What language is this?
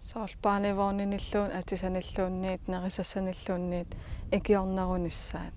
Kalaallisut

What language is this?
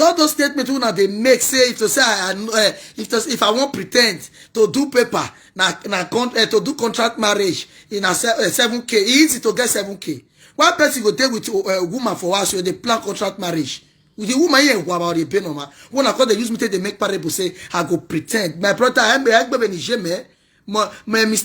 Nigerian Pidgin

